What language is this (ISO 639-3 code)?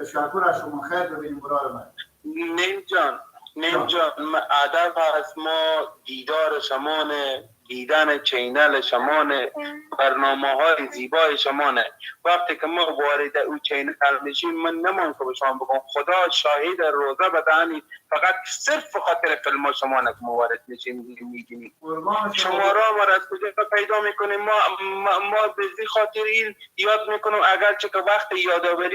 fas